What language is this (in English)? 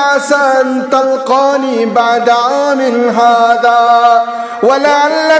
Kashmiri